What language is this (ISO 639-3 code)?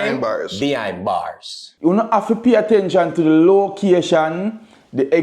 jam